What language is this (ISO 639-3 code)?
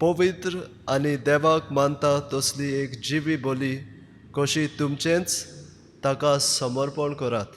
kok